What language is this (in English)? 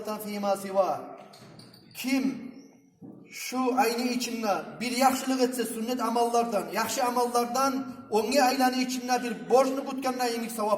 Kumyk